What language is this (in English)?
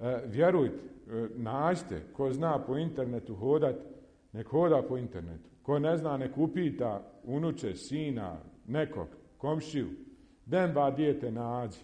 Bosnian